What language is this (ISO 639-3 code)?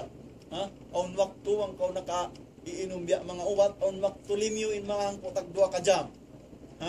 tsg